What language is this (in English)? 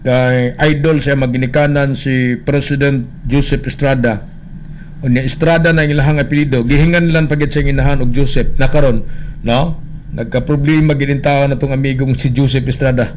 Cebuano